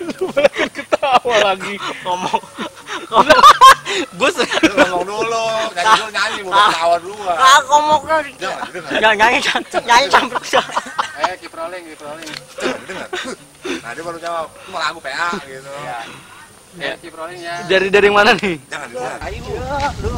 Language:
Betawi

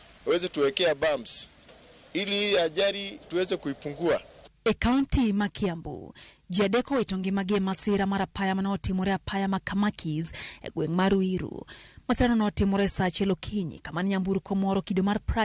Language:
Luo (Kenya and Tanzania)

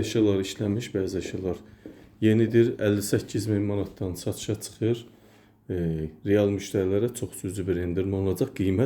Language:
Azerbaijani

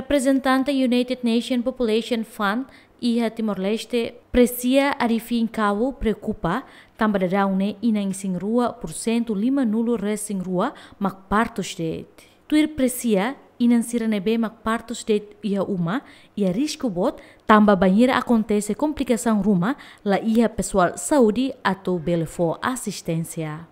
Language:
Tetum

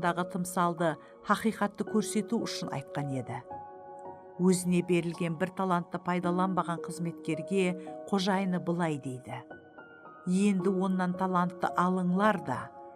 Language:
Kara-Kalpak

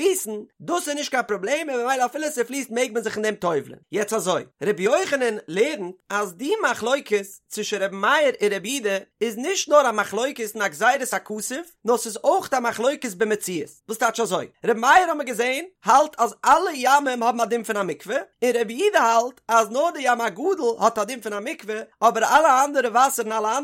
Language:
Yiddish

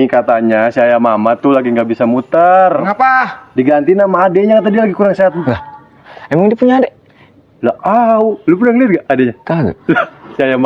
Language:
Betawi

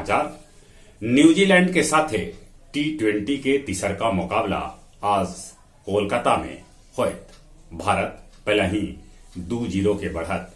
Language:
Magahi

